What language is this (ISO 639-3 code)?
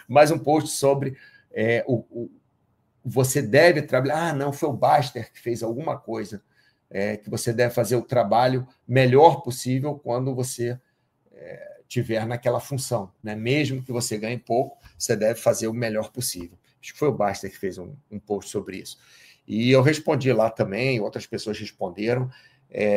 por